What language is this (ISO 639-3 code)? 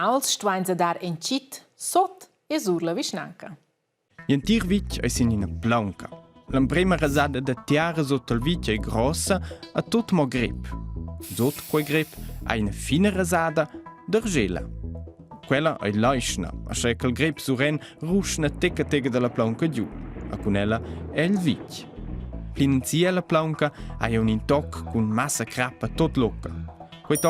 roh